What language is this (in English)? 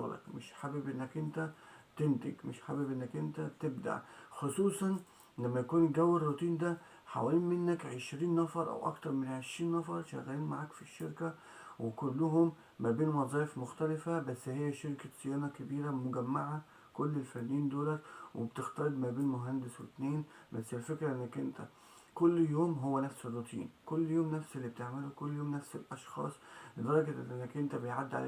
Egyptian Arabic